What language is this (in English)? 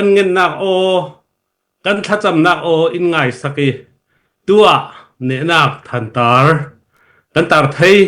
Falam Chin